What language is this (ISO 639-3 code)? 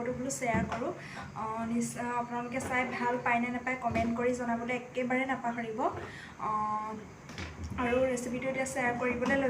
asm